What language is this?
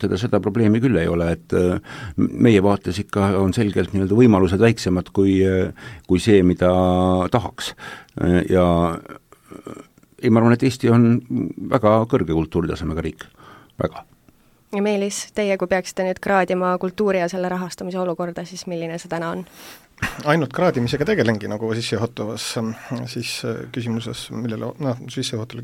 Estonian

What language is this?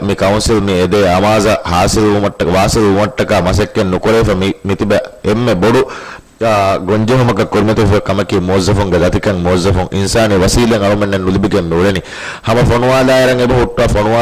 Divehi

